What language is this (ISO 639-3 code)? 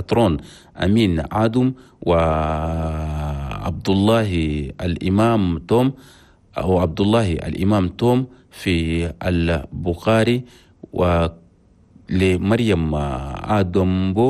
shu